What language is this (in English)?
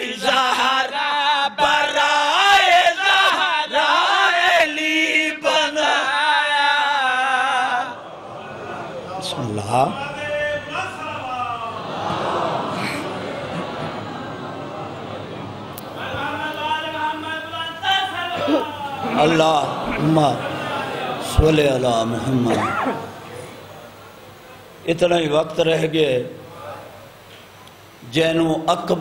Urdu